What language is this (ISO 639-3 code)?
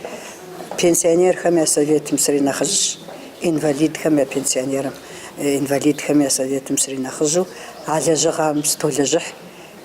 kbd